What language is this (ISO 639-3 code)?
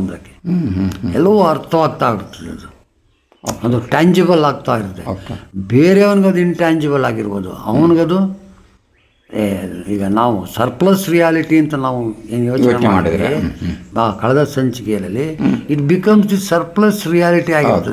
kan